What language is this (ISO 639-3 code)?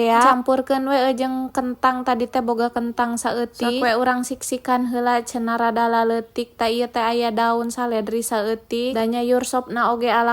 sun